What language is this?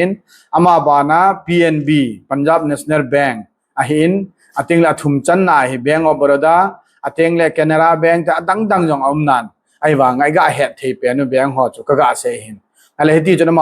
Thado Chin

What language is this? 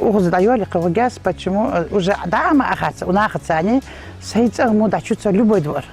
Ingush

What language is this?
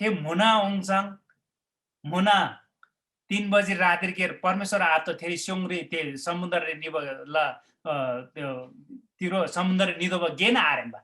Eastern Tamang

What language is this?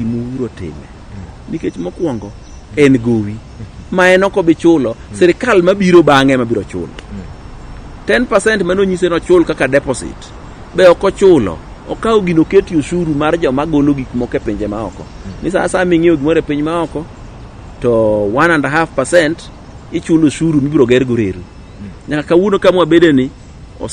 Luo (Kenya and Tanzania)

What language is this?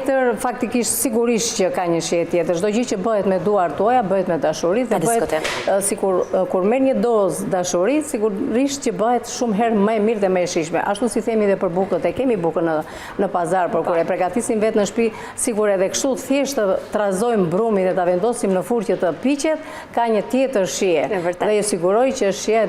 Albanian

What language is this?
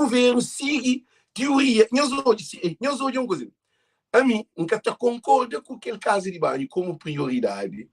Kabuverdianu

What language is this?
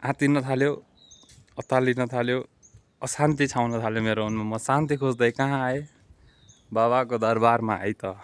Nepali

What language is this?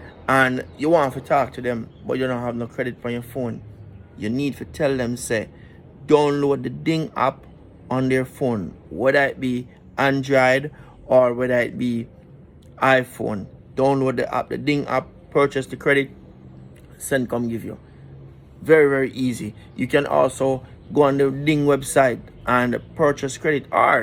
Jamaican Creole English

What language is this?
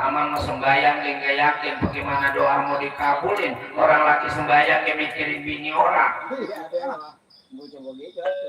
Betawi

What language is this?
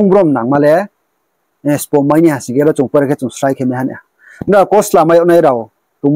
Riang (India)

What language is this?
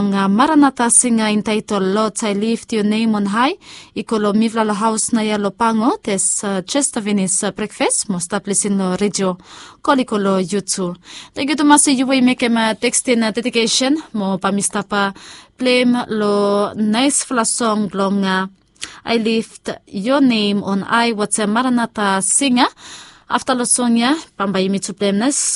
Bislama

